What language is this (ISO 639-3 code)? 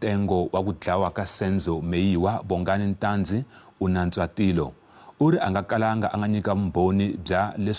tso